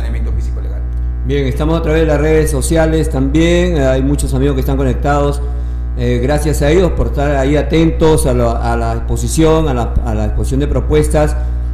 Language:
Spanish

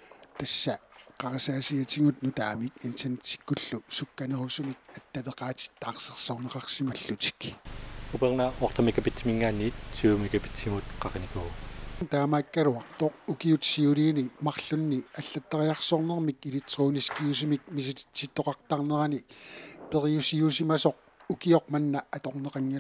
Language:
Kalaallisut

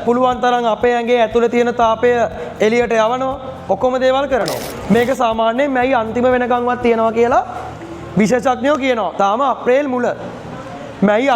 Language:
Sinhala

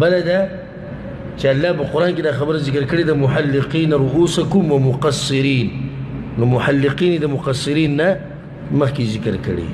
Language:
Pashto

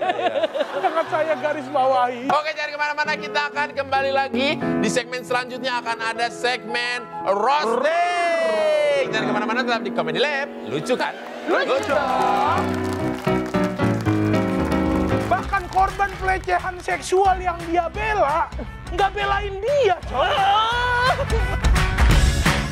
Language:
Indonesian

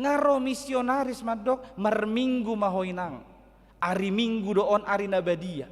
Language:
Batak Toba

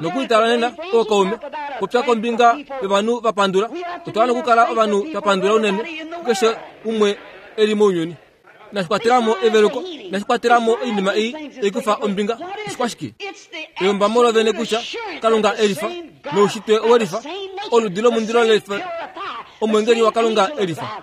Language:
Kuanyama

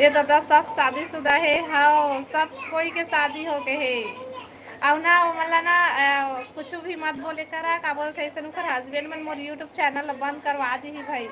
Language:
Chhattisgarhi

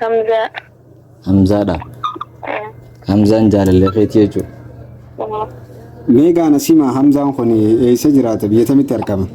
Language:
Oromo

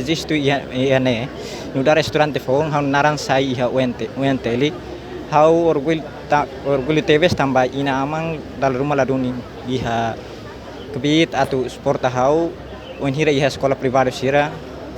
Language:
Tetum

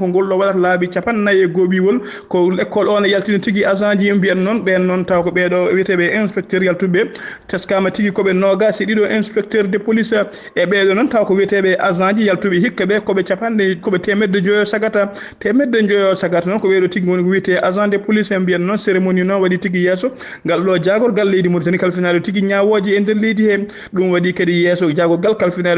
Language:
Fula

